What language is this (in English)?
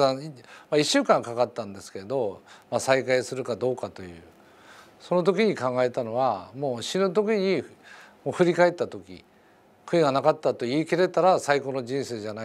Japanese